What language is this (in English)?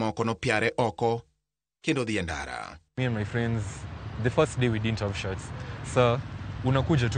Luo (Kenya and Tanzania)